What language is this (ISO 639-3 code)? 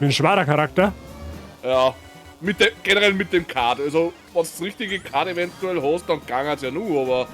bar